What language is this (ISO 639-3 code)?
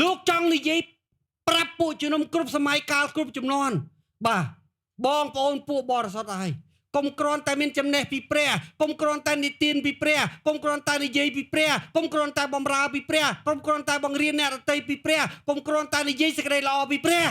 khm